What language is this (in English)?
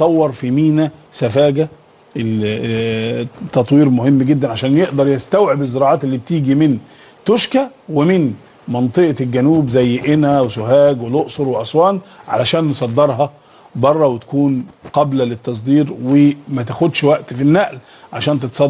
Egyptian Arabic